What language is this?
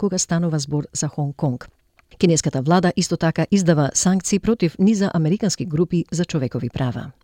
Macedonian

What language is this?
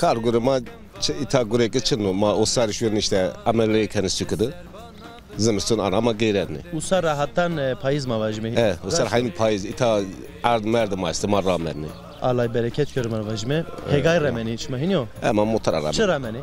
Zaza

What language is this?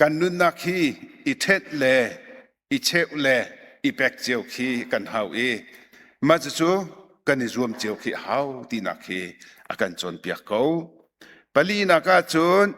Hakha Chin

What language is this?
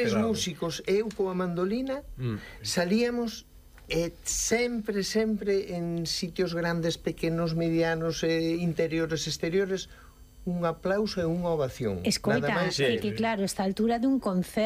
Galician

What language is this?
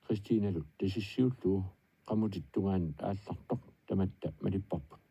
Kalaallisut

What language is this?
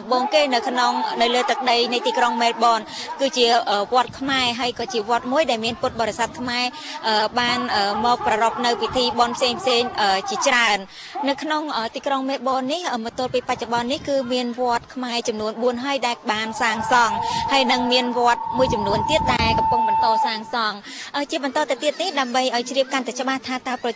Khmer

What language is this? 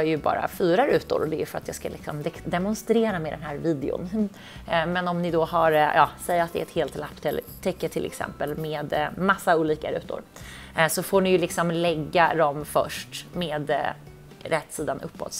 Swedish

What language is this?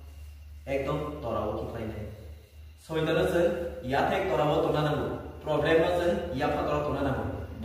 Kok Borok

